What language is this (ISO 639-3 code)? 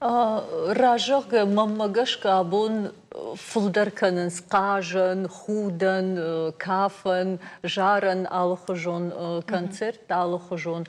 oss